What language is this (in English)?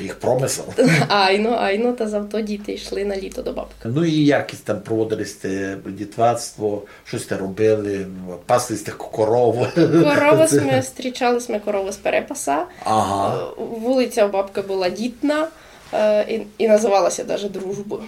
Rusyn